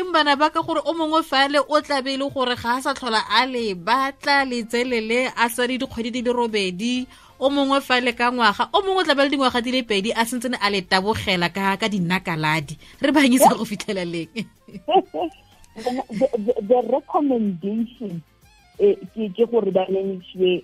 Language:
Tswana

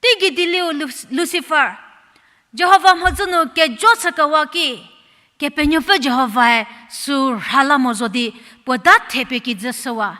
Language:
Angami Naga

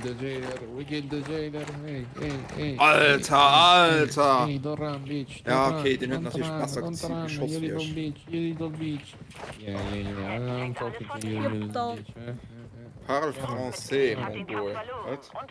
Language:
Luxembourgish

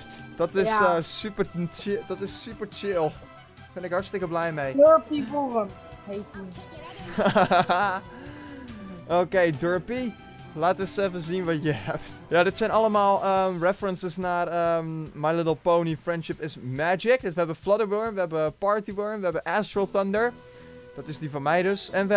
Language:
Dutch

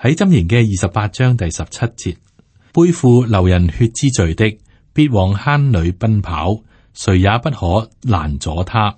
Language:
Cantonese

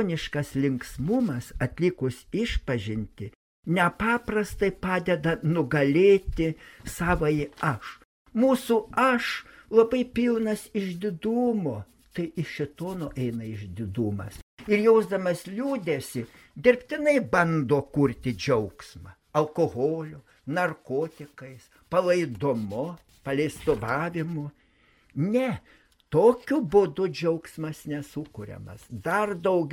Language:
Lithuanian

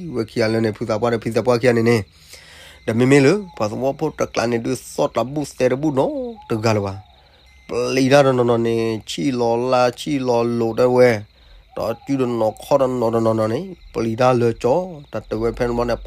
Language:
S'gaw Karen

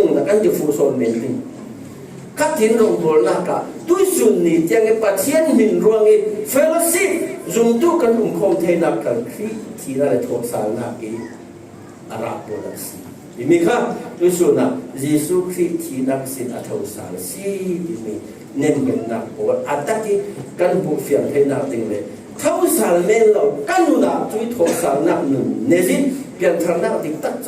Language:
Falam Chin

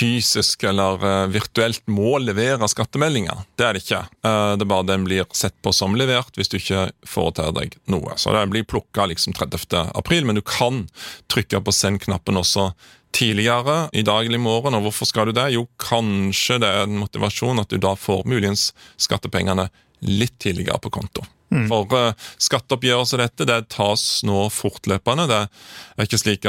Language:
Norwegian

